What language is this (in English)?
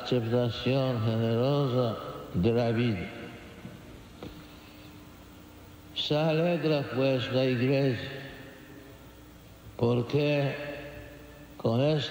Spanish